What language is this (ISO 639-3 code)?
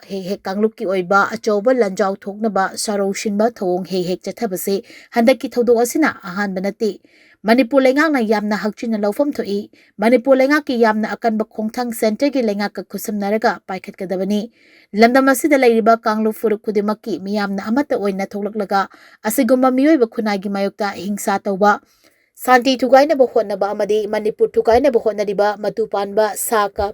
mni